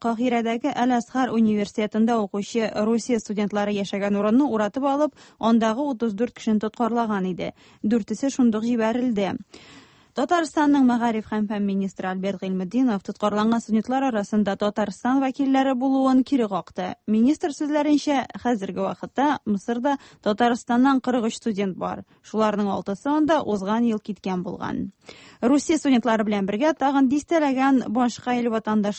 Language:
Tatar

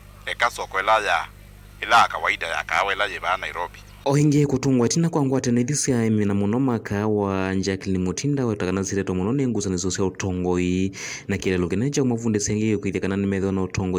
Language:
Kamba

